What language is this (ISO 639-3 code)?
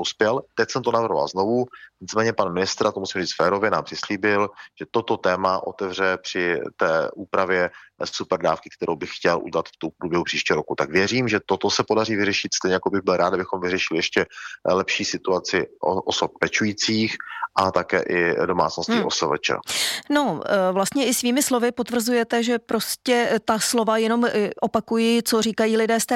ces